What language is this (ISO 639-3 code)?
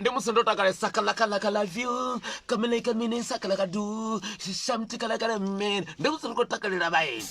ven